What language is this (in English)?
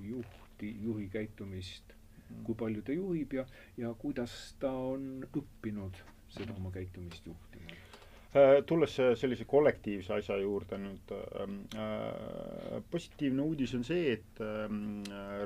Estonian